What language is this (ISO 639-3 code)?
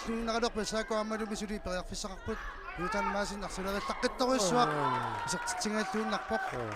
kal